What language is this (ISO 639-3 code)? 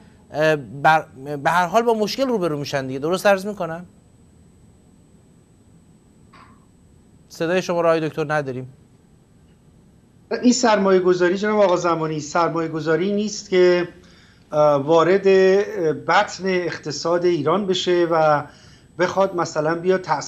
fas